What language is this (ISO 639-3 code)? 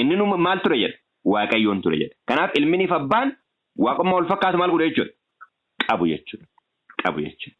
orm